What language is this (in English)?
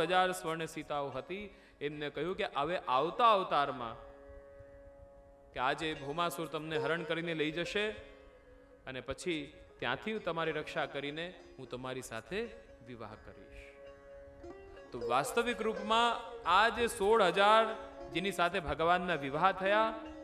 Gujarati